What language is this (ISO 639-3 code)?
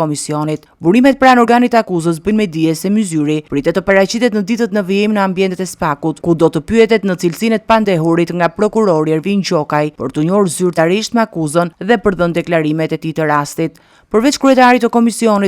sqi